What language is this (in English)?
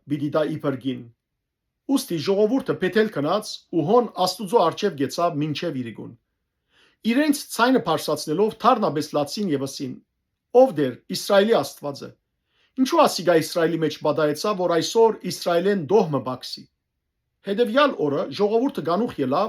Western Armenian